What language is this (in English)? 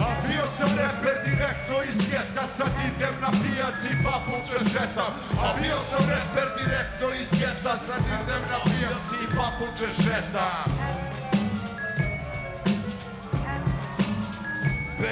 Serbian